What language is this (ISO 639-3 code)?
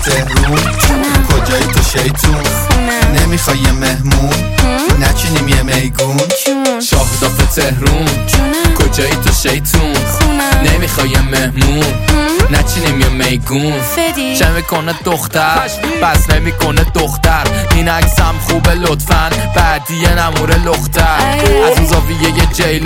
fas